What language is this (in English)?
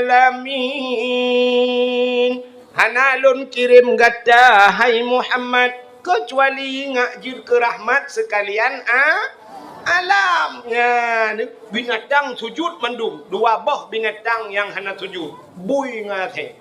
Achinese